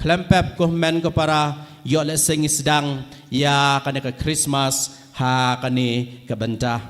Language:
Khasi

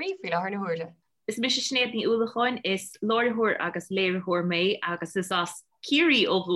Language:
Irish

